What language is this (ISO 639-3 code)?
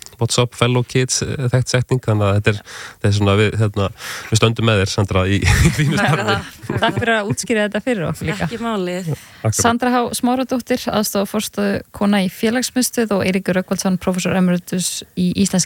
isl